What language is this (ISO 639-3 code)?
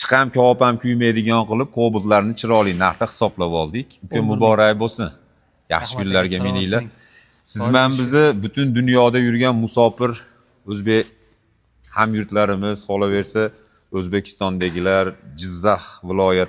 uzb